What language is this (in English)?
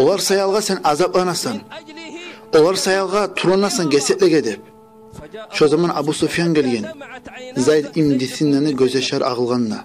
Kumyk